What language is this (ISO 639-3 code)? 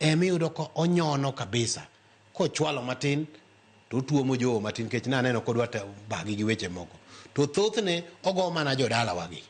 luo